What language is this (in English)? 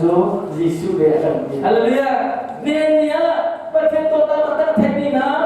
Hakha Chin